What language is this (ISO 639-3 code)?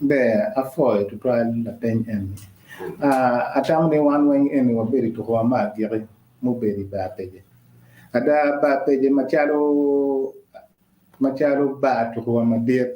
ach